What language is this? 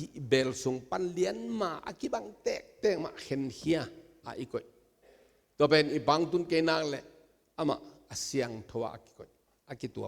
Tedim Chin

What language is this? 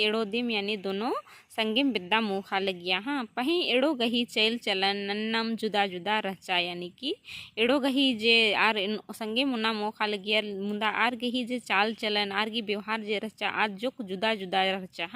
Kurukh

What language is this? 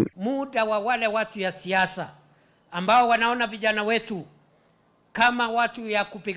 Kamba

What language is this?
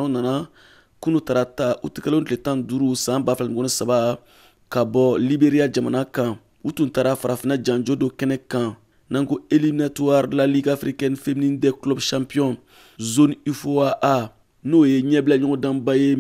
Bambara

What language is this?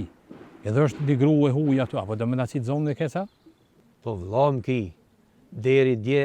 Albanian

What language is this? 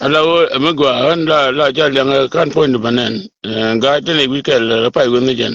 Nuer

